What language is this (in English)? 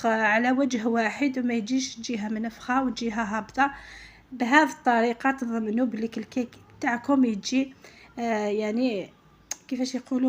Algerian Arabic